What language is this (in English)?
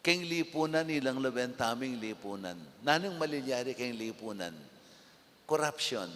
Pampanga